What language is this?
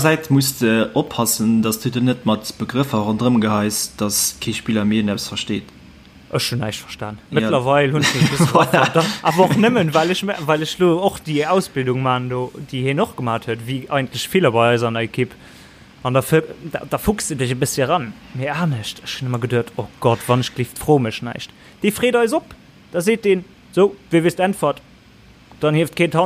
Luxembourgish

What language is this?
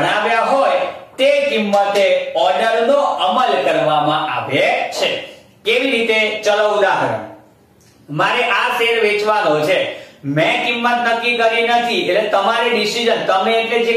Gujarati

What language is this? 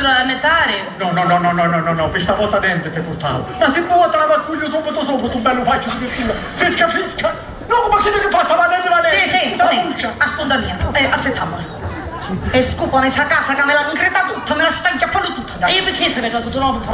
Sicilian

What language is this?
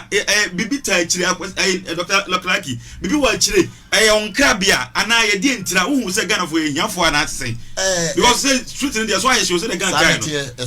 Akan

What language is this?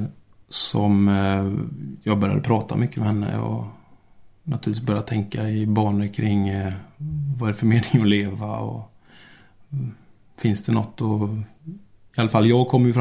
Swedish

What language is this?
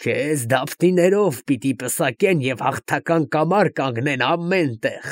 Armenian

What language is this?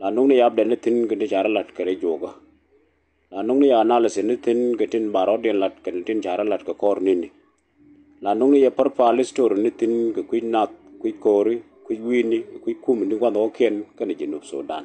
Nuer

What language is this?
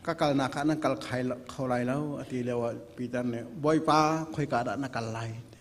Hakha Chin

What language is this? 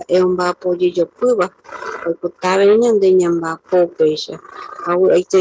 Guarani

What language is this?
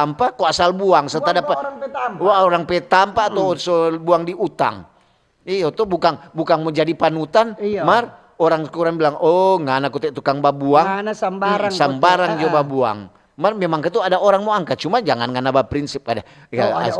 Manado Malay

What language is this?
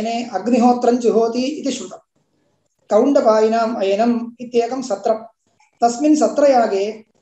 Sanskrit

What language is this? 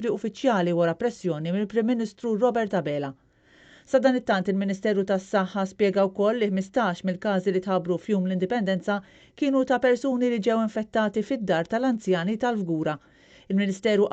Maltese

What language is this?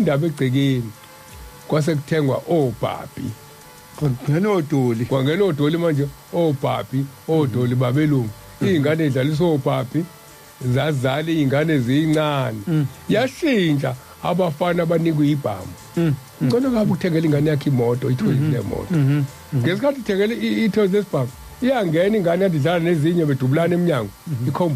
Zulu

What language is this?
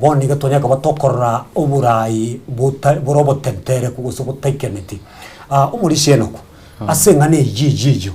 Gusii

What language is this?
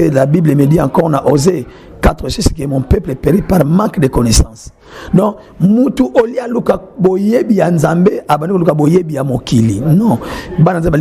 Lingala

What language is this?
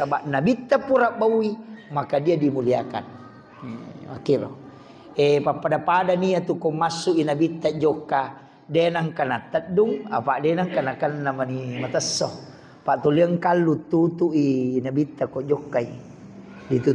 Buginese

